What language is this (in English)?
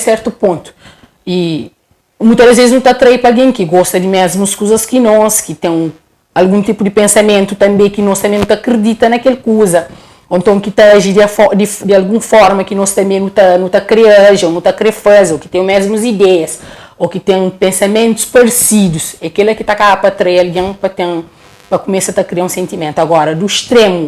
Kabuverdianu